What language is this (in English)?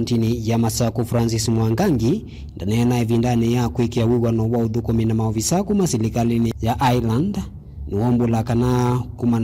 Kamba